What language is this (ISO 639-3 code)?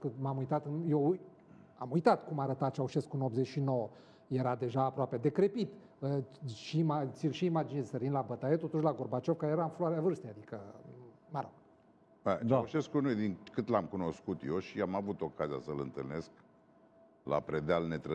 ron